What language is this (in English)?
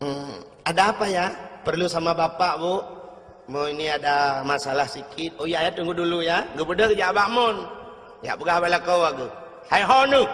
Achinese